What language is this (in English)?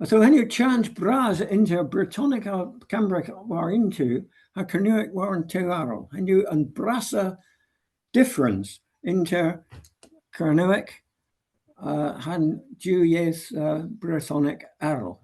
Cornish